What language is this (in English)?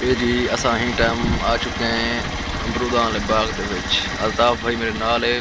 Saraiki